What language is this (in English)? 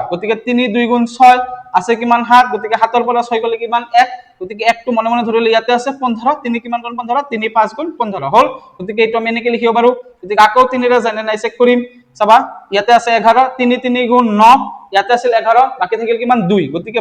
Assamese